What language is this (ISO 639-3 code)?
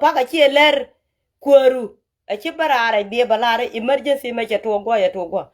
nus